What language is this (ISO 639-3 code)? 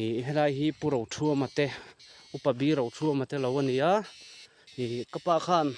lus